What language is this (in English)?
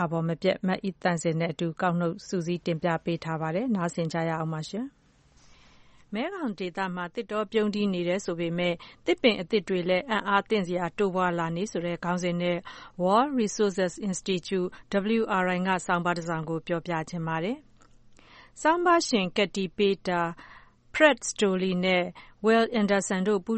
Burmese